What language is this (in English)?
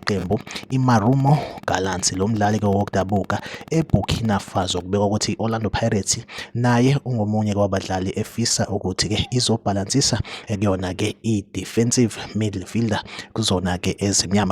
Zulu